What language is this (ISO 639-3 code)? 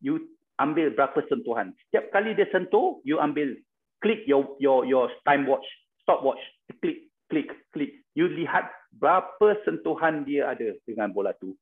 msa